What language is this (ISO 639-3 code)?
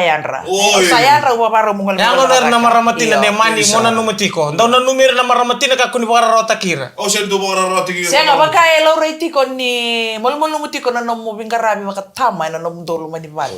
fij